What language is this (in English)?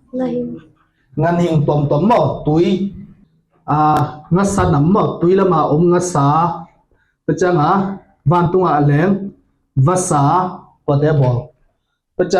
Tedim Chin